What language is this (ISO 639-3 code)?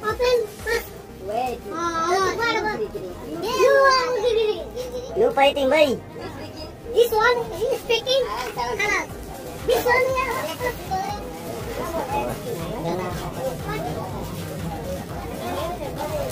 fil